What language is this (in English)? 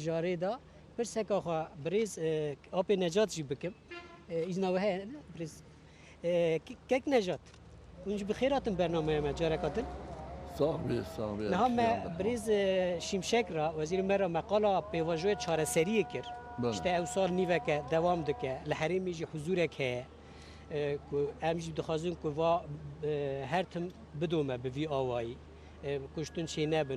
Kurdish